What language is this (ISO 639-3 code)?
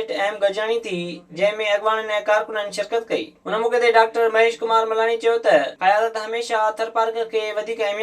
snd